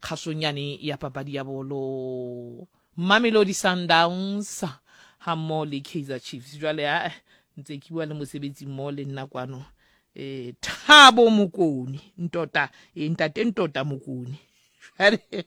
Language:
Southern Sotho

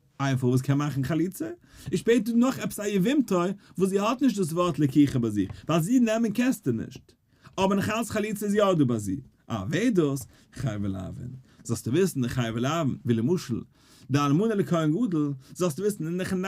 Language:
Yiddish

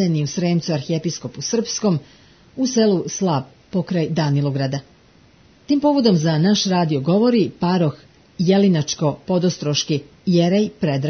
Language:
Serbian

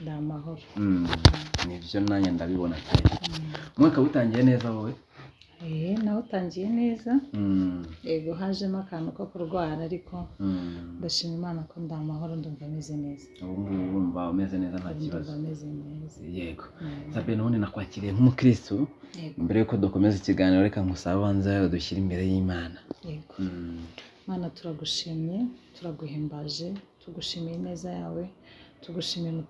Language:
Kinyarwanda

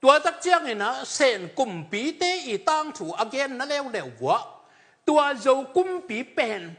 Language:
Tedim Chin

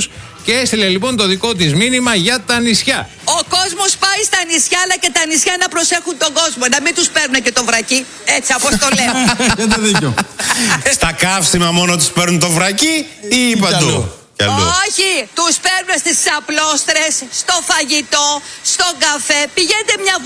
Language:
Greek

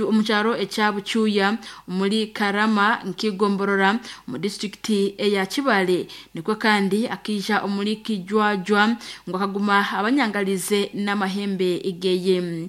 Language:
Nyankole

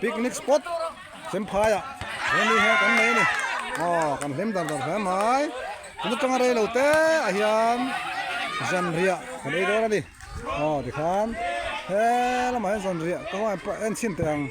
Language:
Mizo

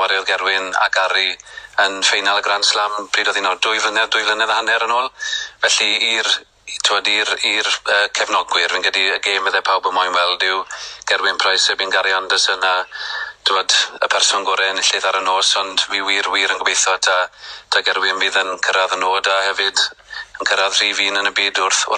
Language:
Welsh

